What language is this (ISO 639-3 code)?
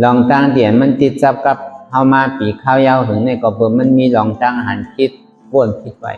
shn